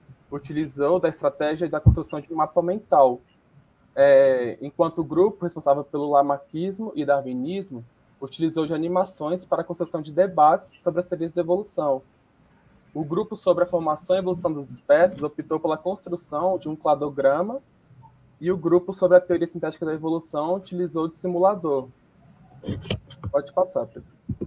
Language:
Portuguese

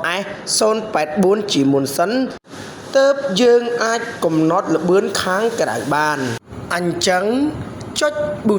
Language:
Khmer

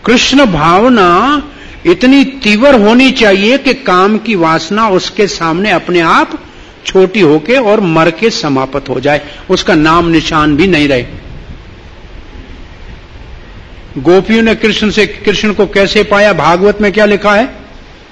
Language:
Hindi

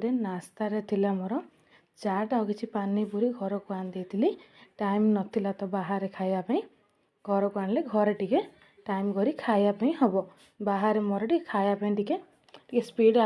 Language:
Odia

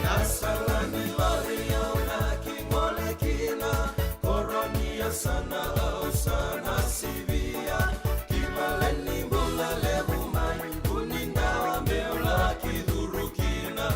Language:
Fijian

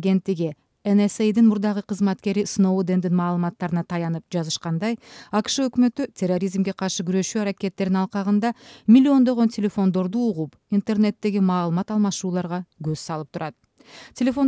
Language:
Kyrgyz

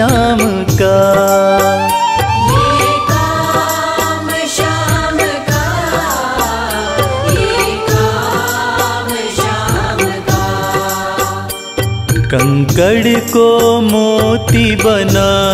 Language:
Hindi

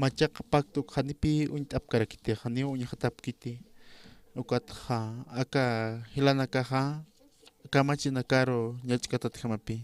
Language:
Aymara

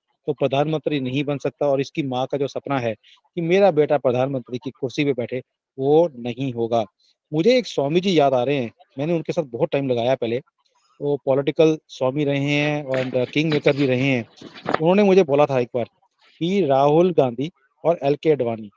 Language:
Hindi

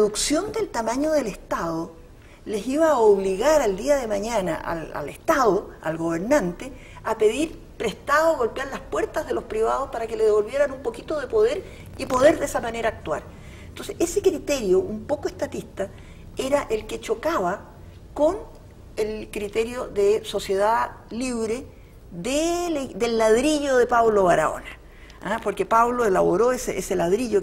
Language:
Spanish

